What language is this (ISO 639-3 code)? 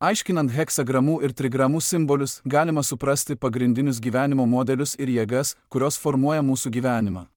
lit